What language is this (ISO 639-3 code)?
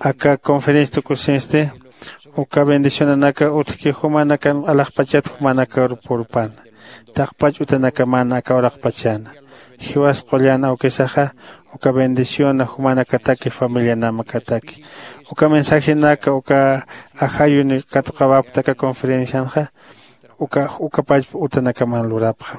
aym